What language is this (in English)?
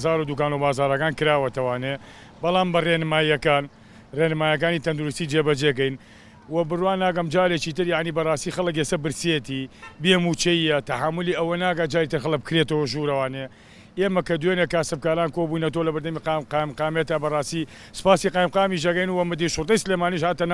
Central Kurdish